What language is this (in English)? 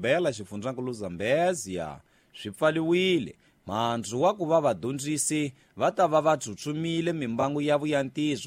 Tsonga